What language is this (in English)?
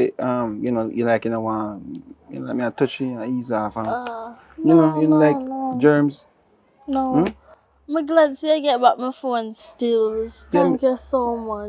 Jamaican Creole English